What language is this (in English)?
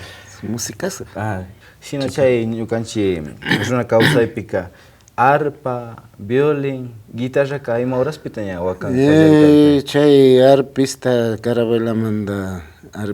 Imbabura Highland Quichua